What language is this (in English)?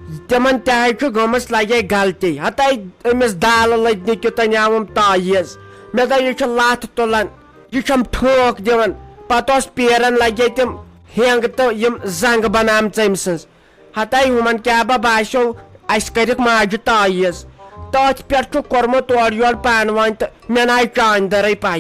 Kashmiri